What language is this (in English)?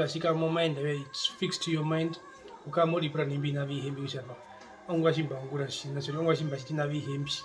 Herero